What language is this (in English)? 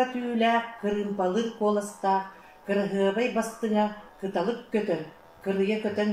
Yakut